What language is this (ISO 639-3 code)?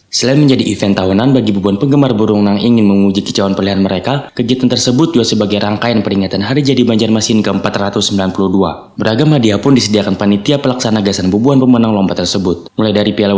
bjn